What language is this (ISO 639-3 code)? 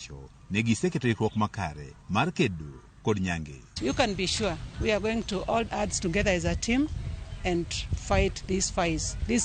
luo